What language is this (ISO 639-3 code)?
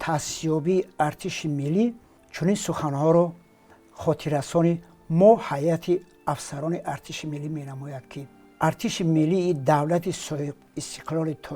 tgk